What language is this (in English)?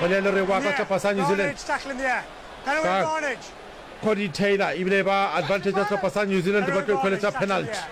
Northern Sotho